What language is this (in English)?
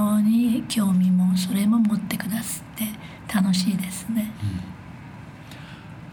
Japanese